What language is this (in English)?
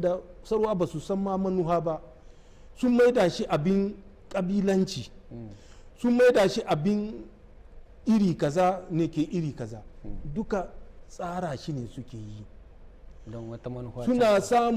Hausa